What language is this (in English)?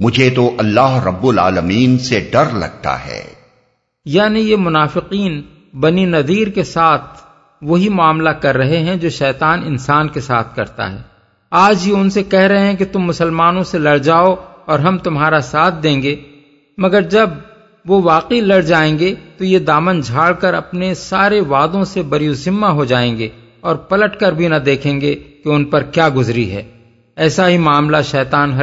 Urdu